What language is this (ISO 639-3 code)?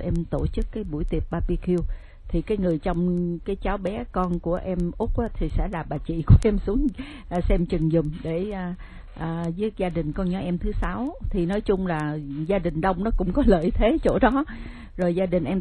vie